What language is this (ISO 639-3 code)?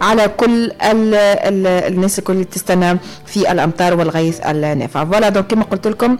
aeb